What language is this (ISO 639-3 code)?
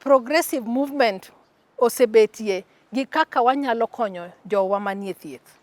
luo